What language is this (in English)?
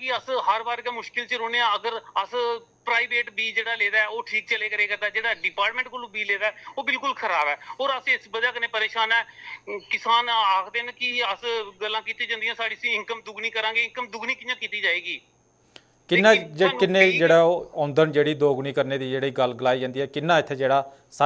Dogri